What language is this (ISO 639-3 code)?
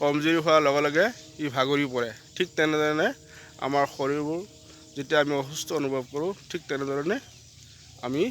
asm